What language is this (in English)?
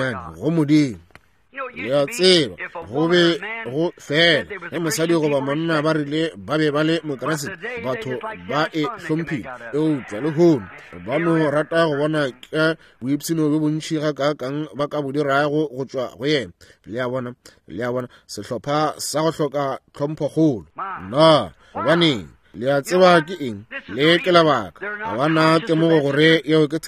Northern Sotho